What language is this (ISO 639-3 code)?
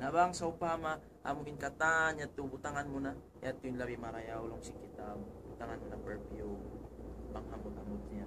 tsg